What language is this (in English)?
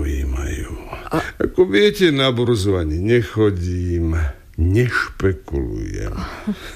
Slovak